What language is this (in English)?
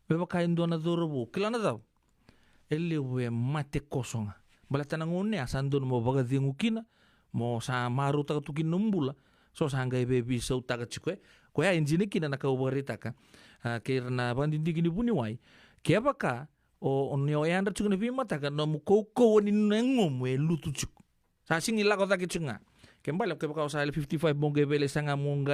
Fijian